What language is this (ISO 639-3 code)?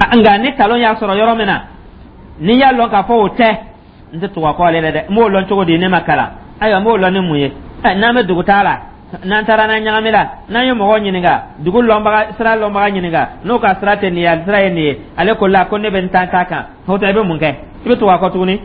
dyu